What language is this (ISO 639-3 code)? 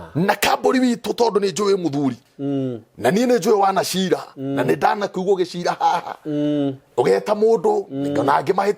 kik